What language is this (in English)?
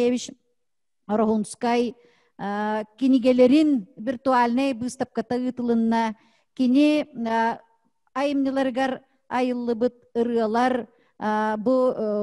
Yakut